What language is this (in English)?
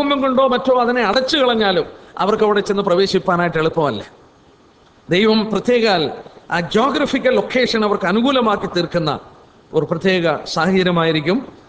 Malayalam